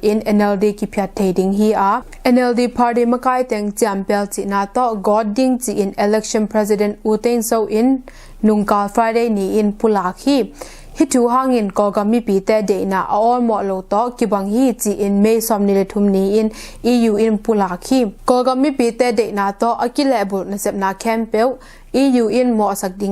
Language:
Tedim Chin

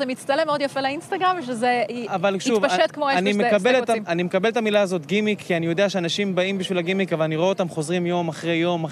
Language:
Hebrew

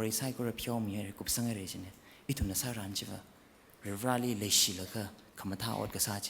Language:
Tangkhul Naga (India)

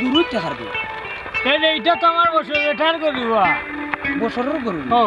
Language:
Sylheti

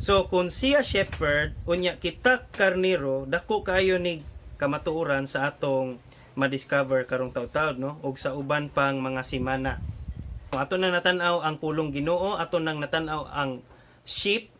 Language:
Cebuano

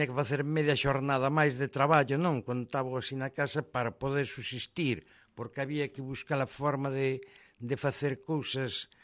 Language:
Galician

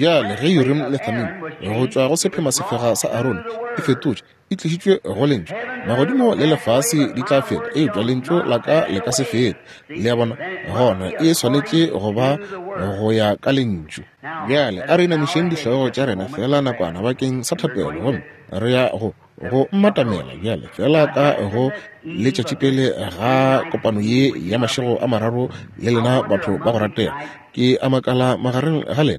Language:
Northern Sotho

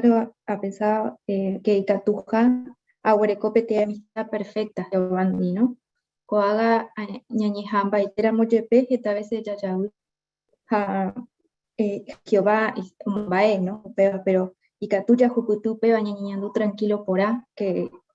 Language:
Guarani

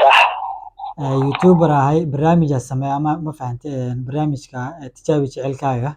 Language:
Somali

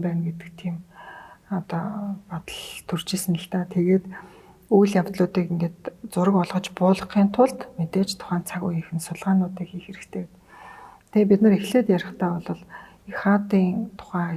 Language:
Mongolian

